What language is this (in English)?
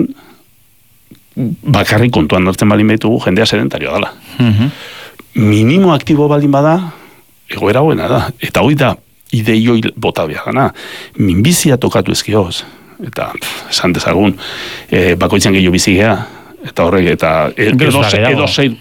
Basque